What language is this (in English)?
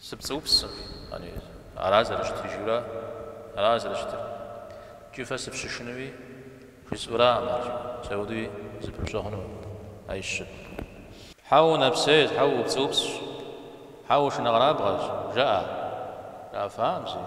Kabardian